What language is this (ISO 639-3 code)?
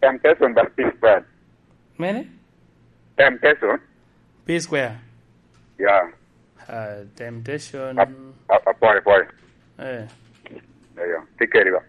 laj